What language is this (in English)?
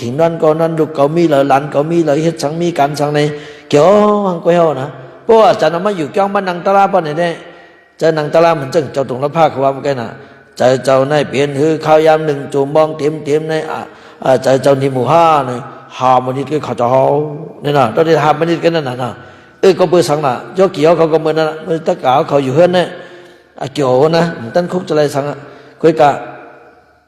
Shan